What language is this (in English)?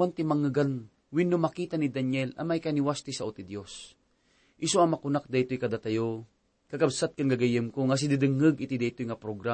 Iloko